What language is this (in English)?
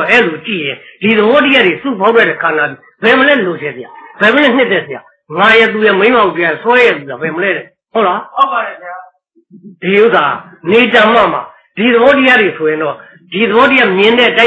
Burmese